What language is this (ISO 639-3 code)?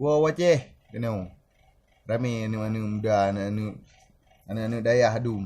ace